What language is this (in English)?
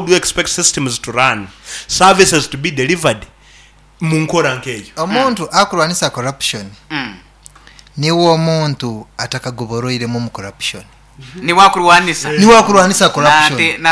Nyoro